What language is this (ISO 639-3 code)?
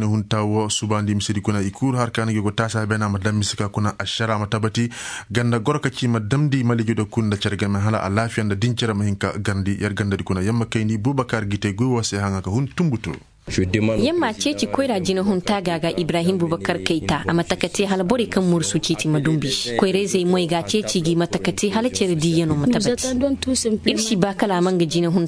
ses